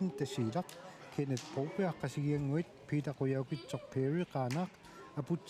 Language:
Kalaallisut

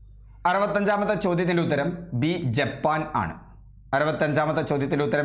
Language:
Malayalam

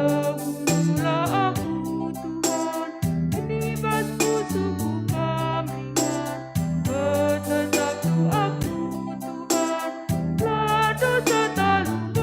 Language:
Batak Karo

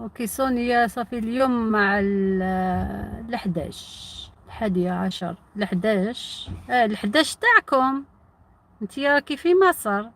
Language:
Algerian Arabic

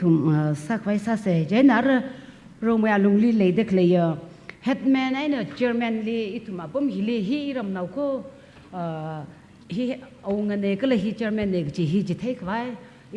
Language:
Tangkhul Naga (India)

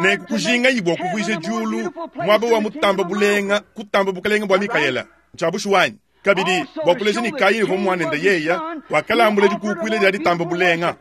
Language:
Luba-Lulua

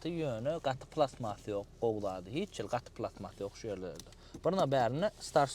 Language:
Turkmen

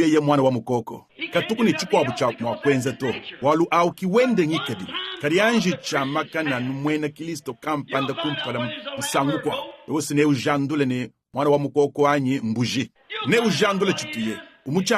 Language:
Luba-Lulua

